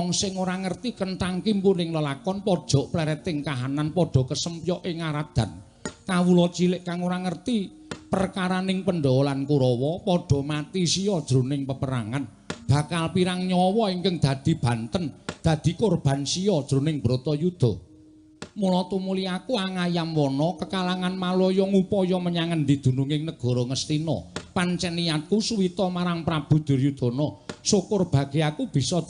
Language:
Javanese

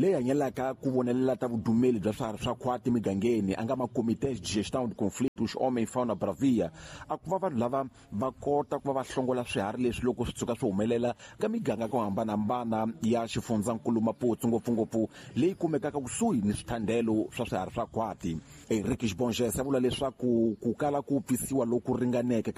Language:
Tsonga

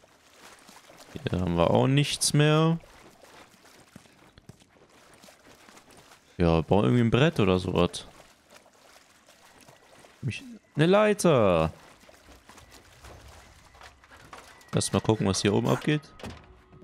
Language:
German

